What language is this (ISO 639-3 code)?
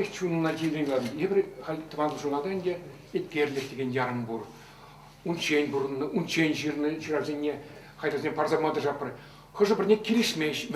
chv